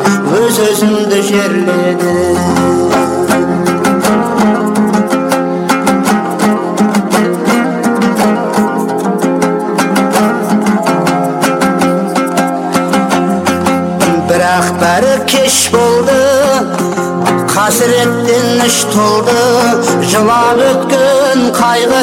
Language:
Kazakh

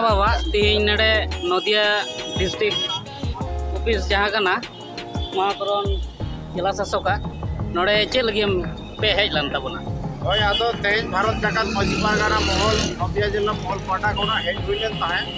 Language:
Santali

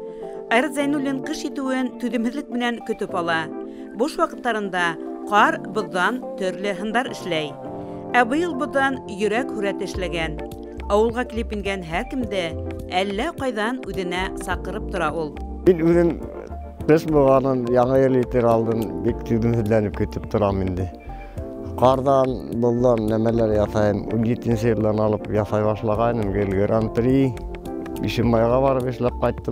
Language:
Bashkir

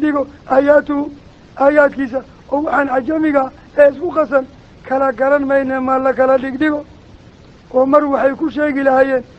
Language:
Somali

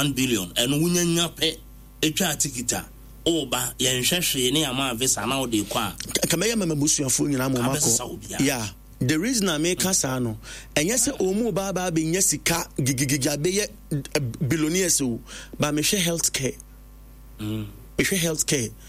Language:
Akan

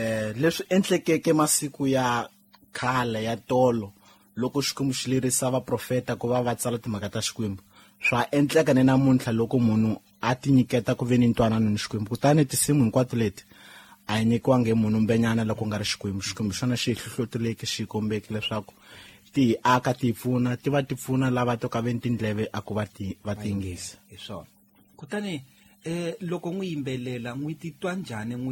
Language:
Tsonga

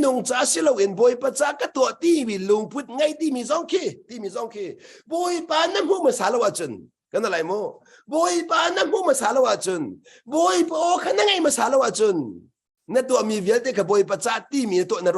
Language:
Hakha Chin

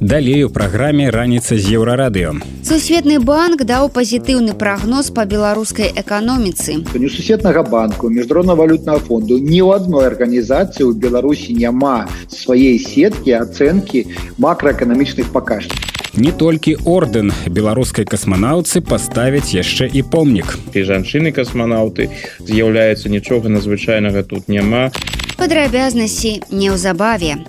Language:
Belarusian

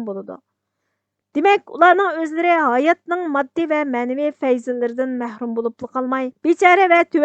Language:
Uyghur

